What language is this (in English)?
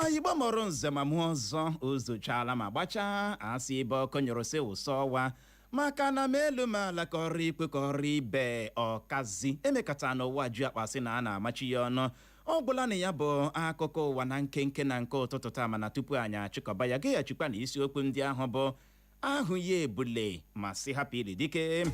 Igbo